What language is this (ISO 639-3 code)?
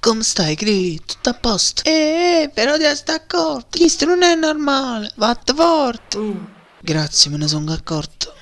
nap